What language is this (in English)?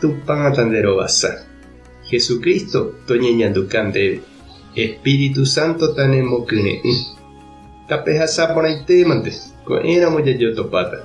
Guarani